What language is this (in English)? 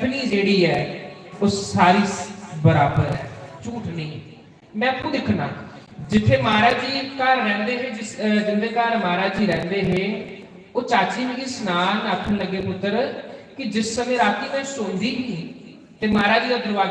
Dogri